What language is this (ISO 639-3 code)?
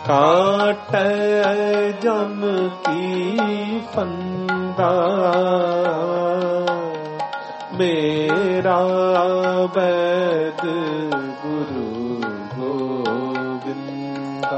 pan